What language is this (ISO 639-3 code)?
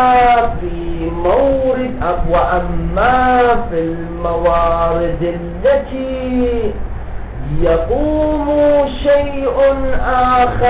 ara